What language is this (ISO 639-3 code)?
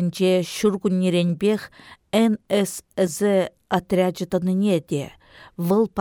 chv